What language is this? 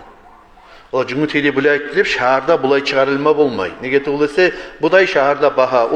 Kumyk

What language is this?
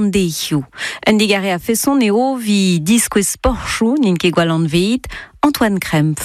Breton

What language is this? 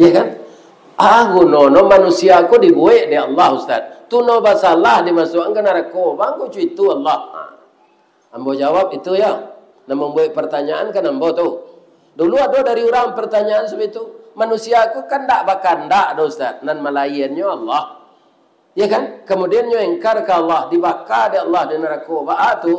Minangkabau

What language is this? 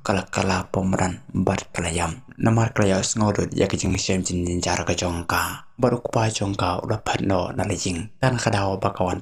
Khasi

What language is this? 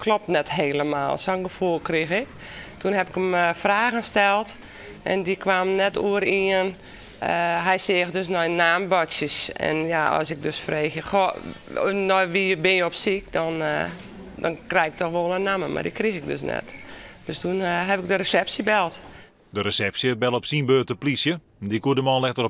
Western Frisian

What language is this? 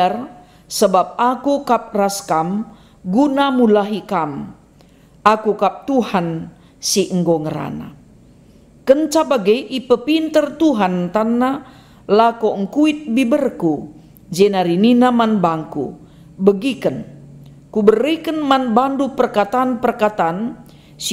Batak Karo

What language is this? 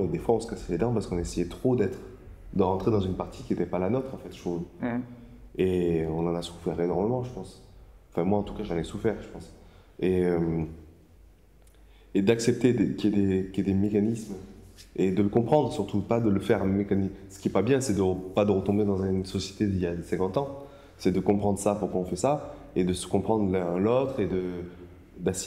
French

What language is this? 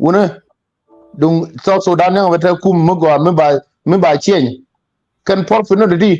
Nuer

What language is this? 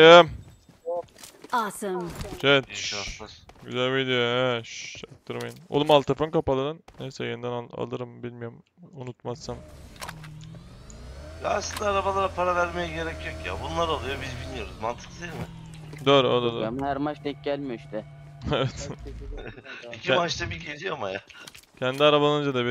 Turkish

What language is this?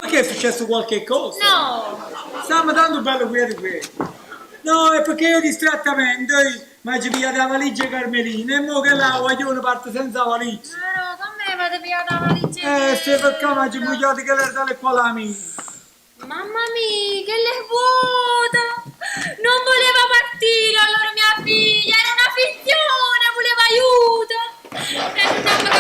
Neapolitan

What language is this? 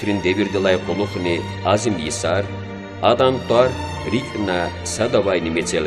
Lezghian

